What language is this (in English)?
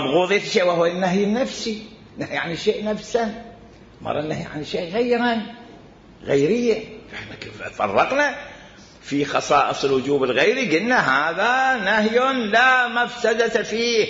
Mesopotamian Arabic